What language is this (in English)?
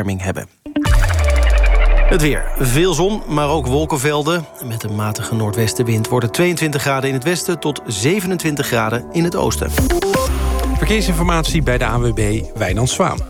Dutch